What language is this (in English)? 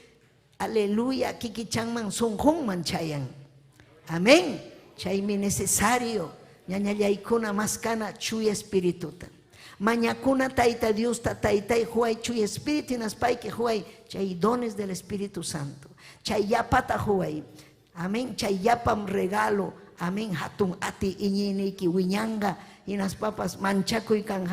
Ayacucho Quechua